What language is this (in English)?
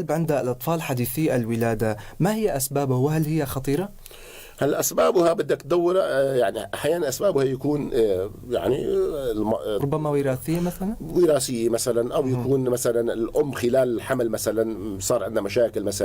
North Levantine Arabic